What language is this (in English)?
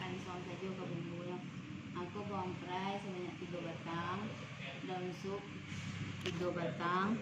Minangkabau